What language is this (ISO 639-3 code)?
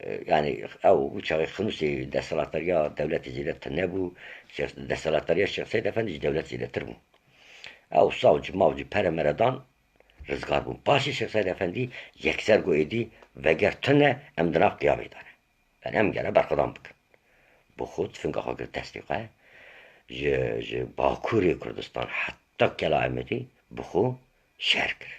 kur